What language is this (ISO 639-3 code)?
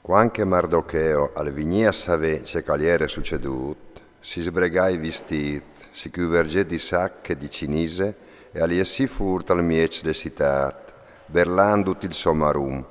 fur